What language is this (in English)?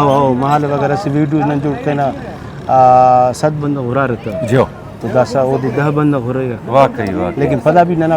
Brahui